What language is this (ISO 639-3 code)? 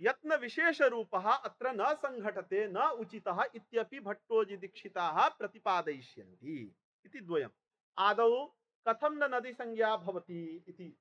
san